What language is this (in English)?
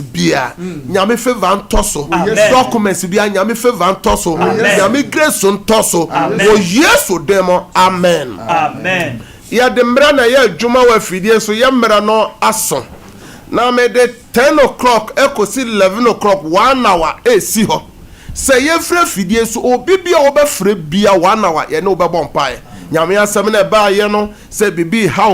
Akan